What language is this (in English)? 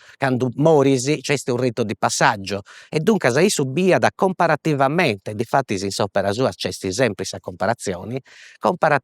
Sardinian